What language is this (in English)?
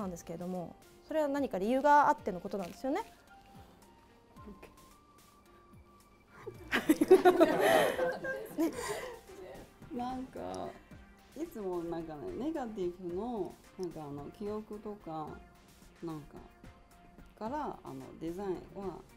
Japanese